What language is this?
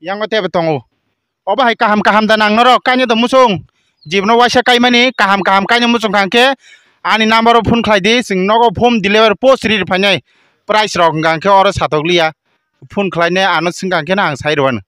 Kok Borok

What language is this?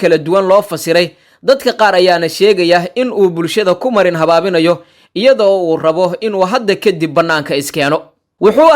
Somali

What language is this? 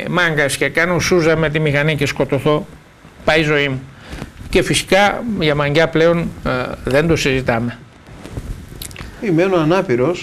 Greek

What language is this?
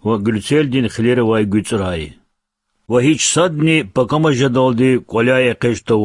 Lezghian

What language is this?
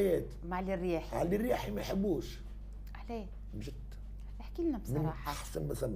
Tunisian Arabic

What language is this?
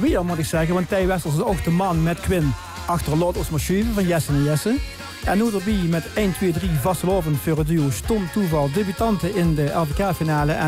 Limburgish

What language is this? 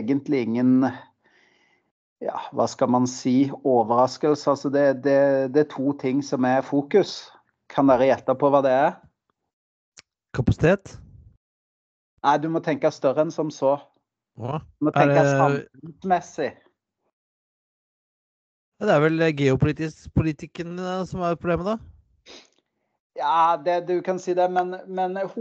Norwegian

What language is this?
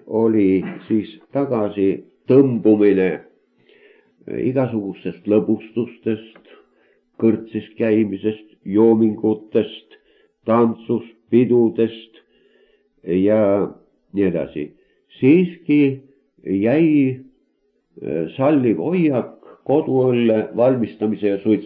Estonian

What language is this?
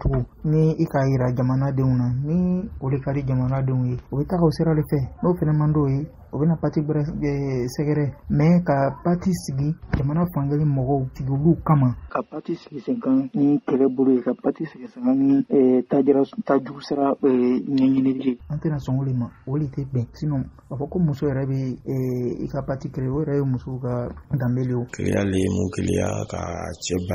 Bambara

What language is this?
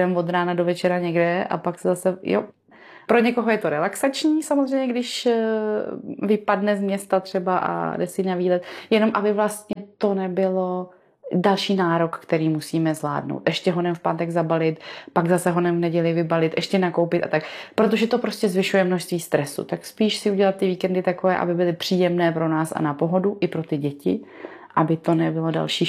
Czech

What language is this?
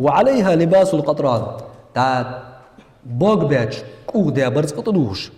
Ingush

